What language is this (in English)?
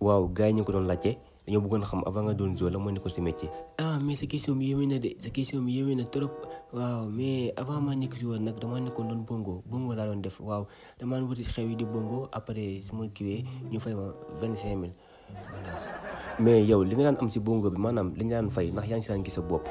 Wolof